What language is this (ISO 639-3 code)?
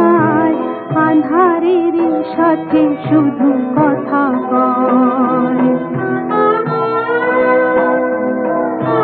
ben